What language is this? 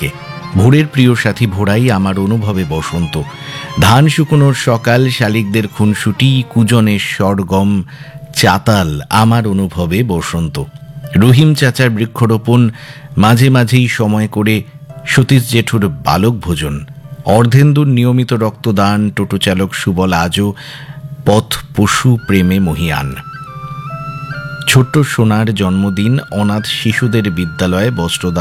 Bangla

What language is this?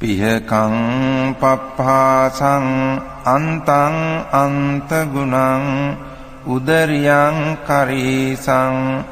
Pali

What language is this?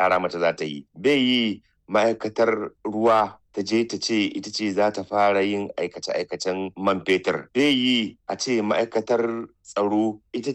Hausa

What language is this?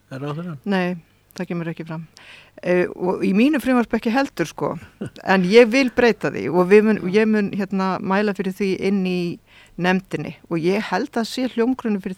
Icelandic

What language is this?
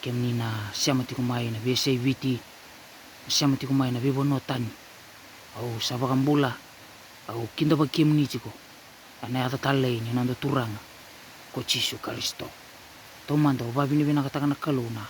Fijian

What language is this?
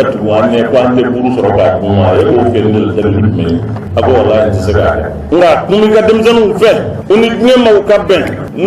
Bambara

